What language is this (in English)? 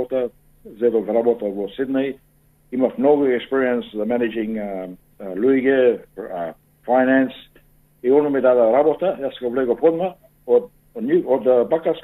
Macedonian